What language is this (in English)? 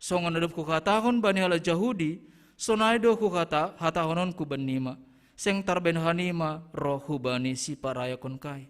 Batak Simalungun